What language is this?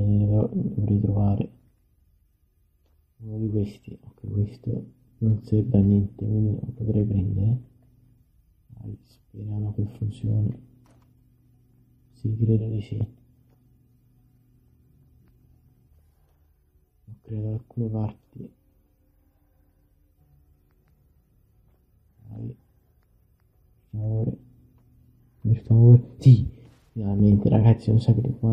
Italian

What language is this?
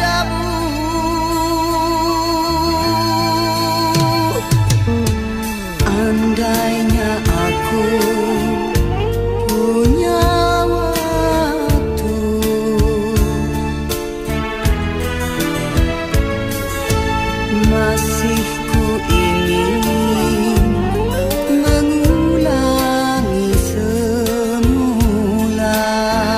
Malay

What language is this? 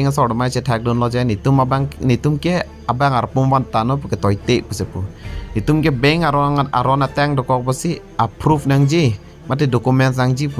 Karbi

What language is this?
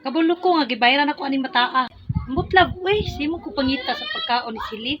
Cebuano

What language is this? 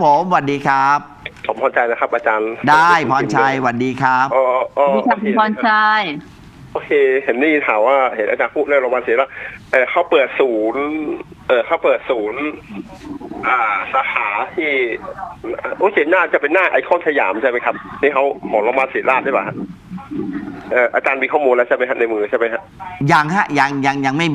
Thai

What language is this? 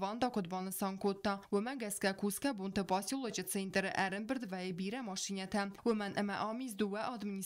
Ossetic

